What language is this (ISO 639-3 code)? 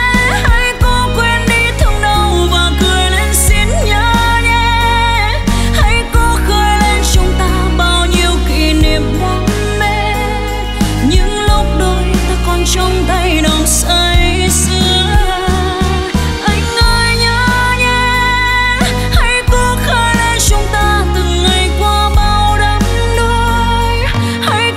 vie